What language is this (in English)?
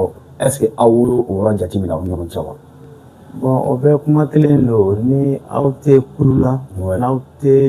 Bambara